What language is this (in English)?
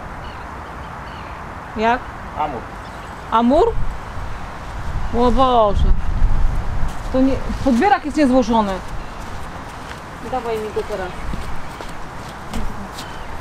Polish